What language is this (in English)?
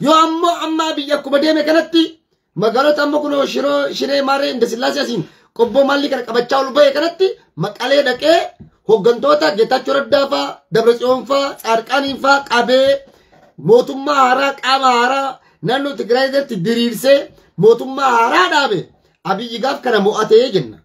Oromo